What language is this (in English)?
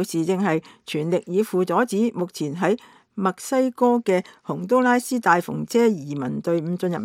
Cantonese